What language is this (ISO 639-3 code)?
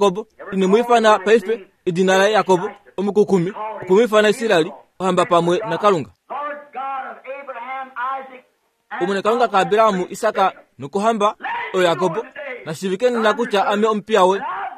kua